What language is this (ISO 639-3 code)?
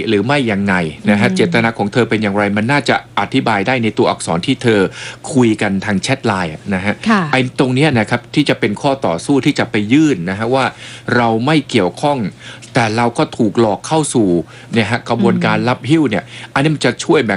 tha